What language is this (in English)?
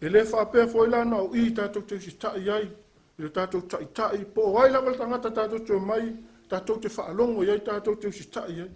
Samoan